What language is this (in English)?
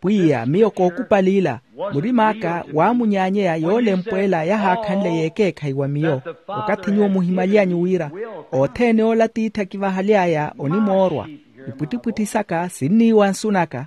Makhuwa